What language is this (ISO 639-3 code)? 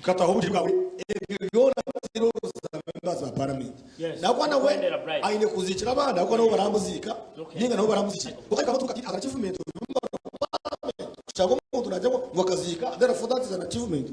nyn